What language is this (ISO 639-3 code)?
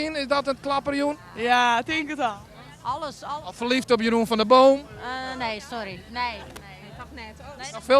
fry